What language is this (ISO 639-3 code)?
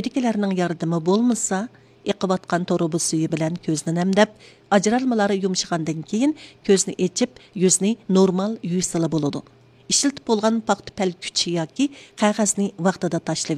uig